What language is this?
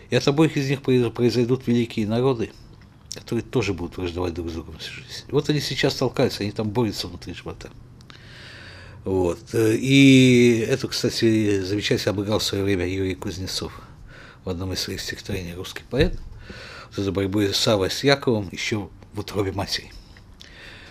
Russian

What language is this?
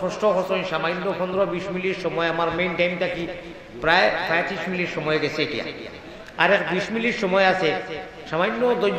Sylheti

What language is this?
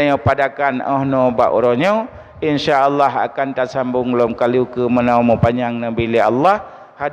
Achinese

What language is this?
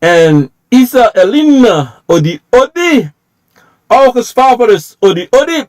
Sranan Tongo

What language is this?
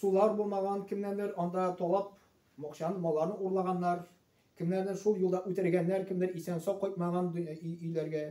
Tatar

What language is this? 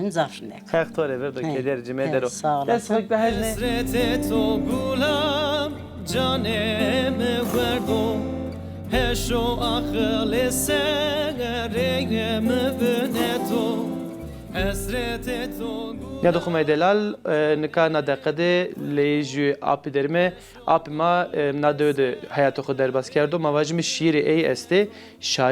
Zaza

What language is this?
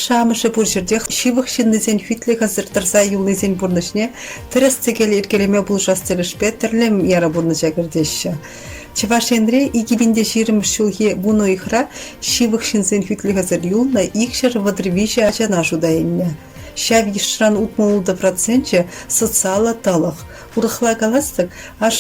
Chuvash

